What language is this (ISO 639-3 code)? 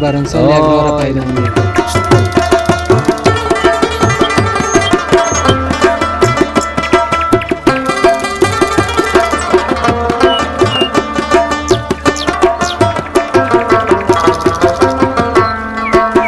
fas